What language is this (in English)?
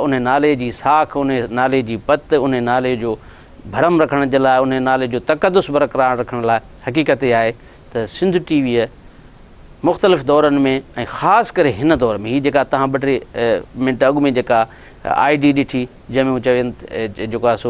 Sindhi